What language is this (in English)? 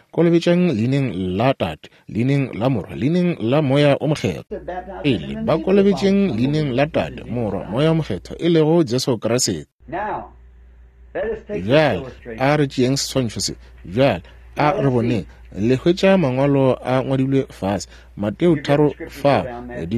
Northern Sotho